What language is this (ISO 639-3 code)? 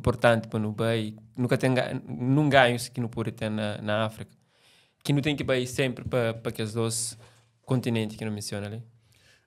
kea